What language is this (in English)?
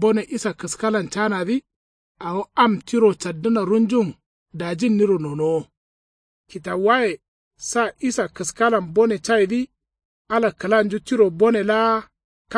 Kanuri